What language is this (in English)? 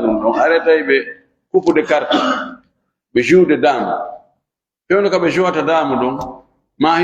Fula